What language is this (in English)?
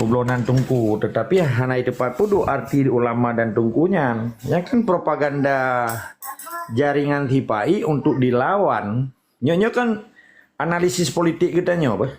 Achinese